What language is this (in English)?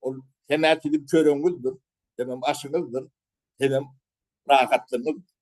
Turkmen